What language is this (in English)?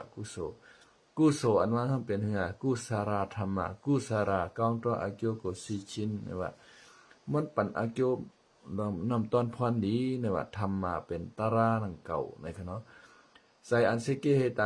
Shan